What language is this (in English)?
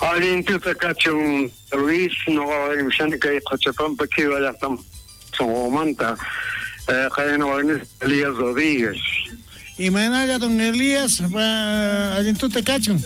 South Bolivian Quechua